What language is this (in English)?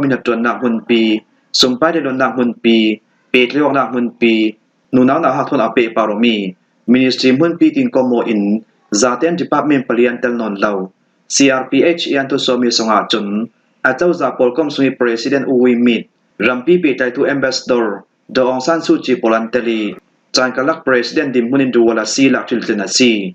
Falam Chin